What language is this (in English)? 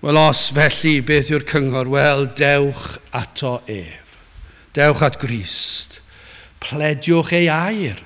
Welsh